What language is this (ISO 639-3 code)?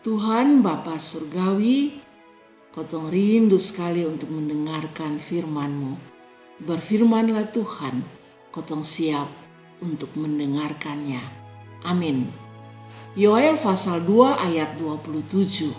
mkn